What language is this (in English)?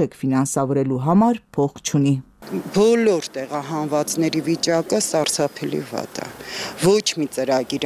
Armenian